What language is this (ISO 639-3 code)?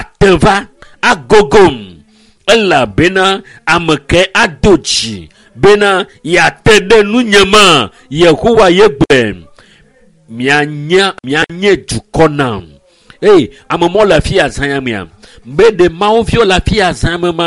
ewe